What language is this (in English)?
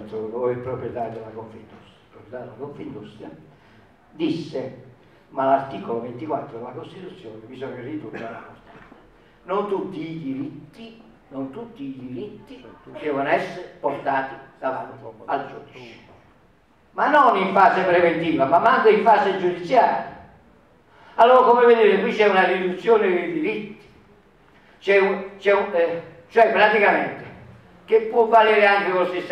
Italian